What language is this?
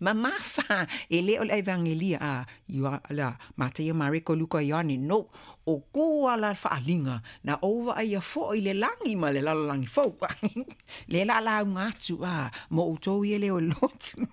Samoan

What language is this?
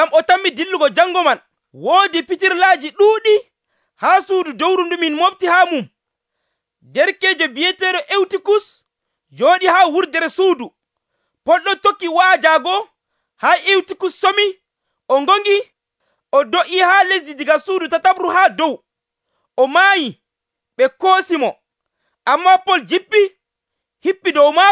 Nigerian Fulfulde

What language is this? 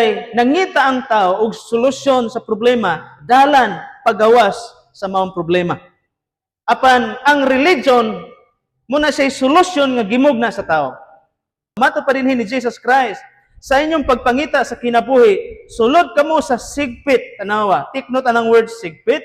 Cebuano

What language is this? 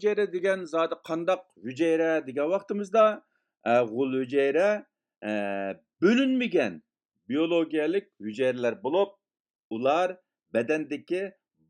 Uyghur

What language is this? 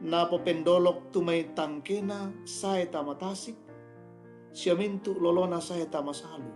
Toraja-Sa'dan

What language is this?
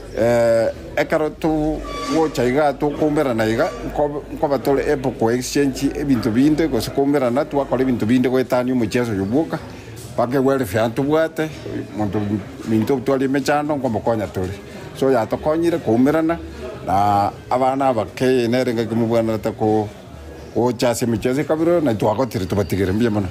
Gusii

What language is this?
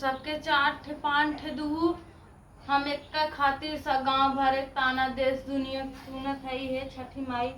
Awadhi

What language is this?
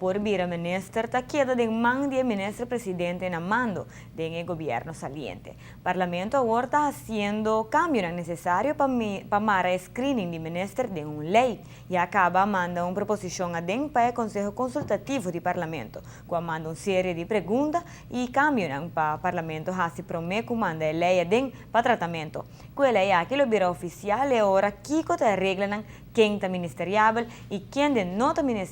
Papiamento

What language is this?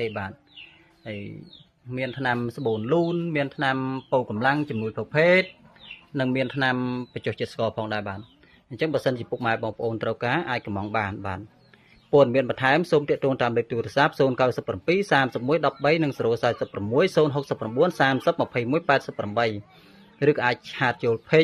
Khmer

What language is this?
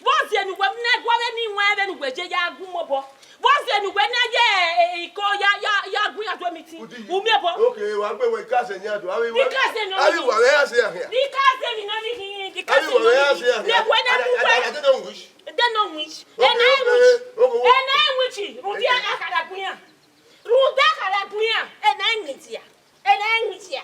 Bini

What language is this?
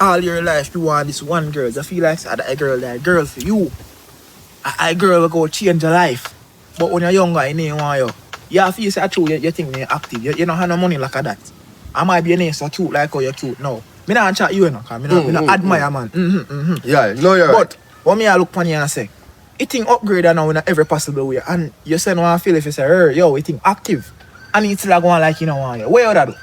Jamaican Creole English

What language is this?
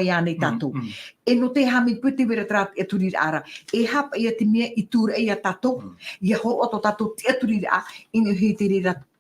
Tahitian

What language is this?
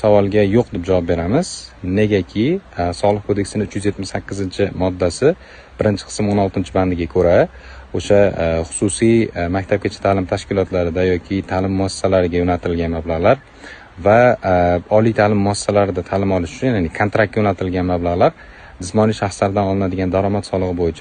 Uzbek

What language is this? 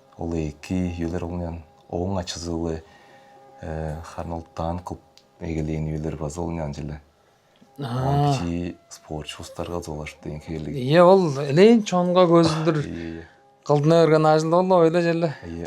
Tuvinian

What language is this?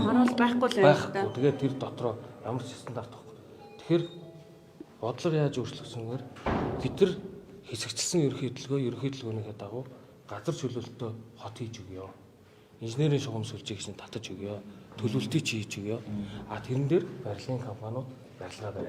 Mongolian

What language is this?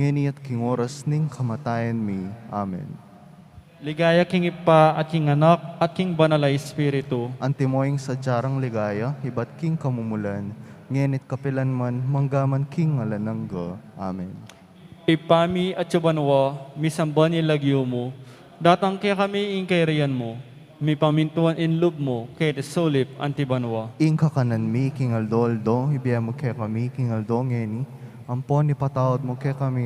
Pampanga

